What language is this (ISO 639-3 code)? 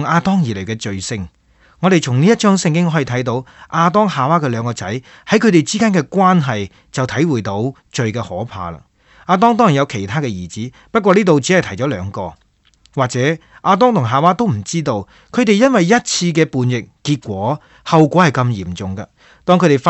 yue